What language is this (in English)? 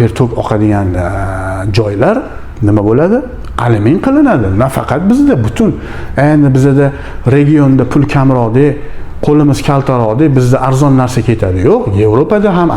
Uzbek